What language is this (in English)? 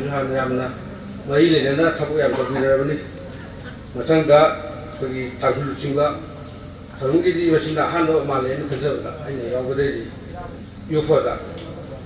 Manipuri